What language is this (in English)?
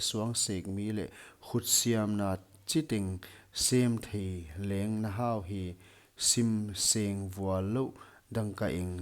Paite Chin